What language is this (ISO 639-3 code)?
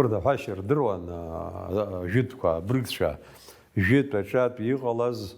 abk